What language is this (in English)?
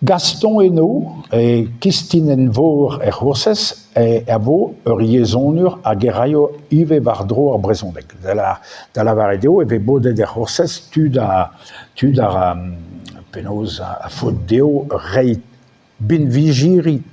Breton